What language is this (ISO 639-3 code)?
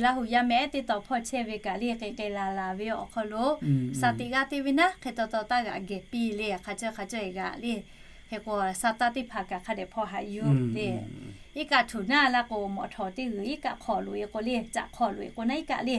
lhu